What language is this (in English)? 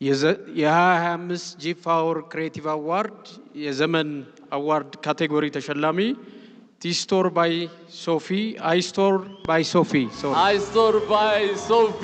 Amharic